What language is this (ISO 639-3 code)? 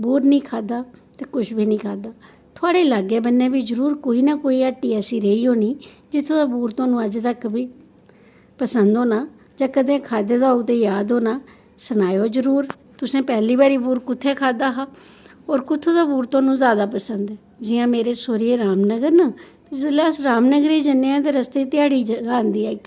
doi